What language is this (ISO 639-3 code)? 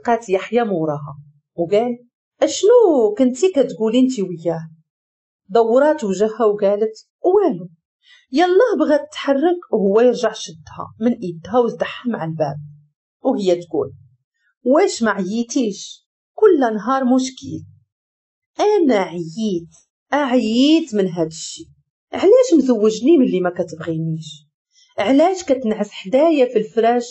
ary